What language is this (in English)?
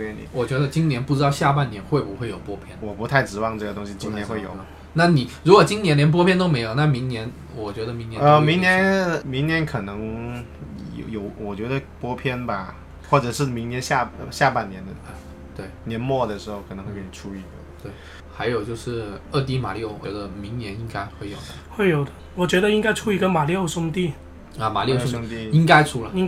Chinese